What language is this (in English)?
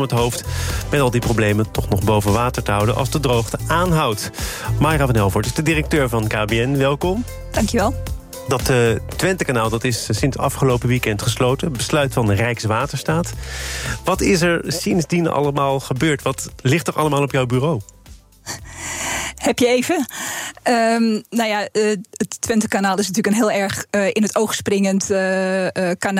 Dutch